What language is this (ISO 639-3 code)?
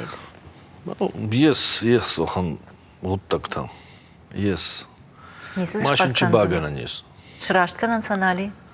oss